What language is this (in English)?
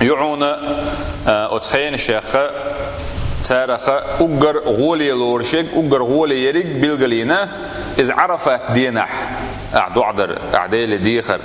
Chechen